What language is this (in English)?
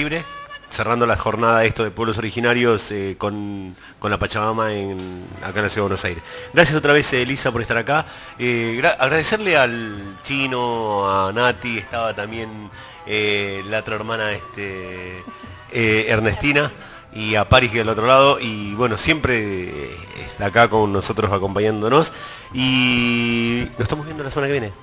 Spanish